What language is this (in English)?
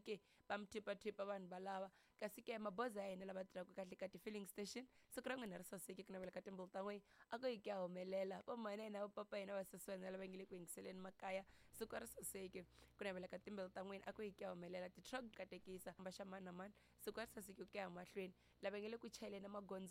Tsonga